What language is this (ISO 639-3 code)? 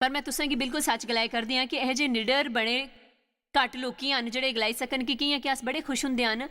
doi